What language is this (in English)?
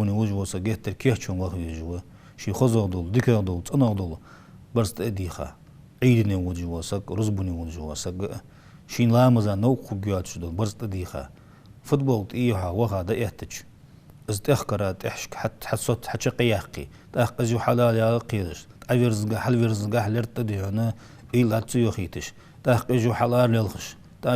Ingush